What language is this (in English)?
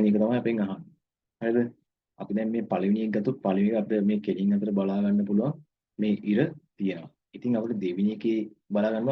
Sinhala